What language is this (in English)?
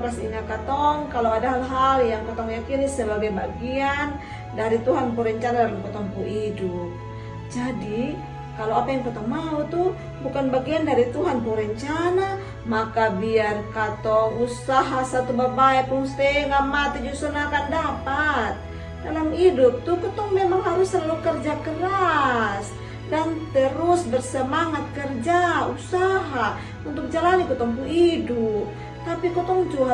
Kupang Malay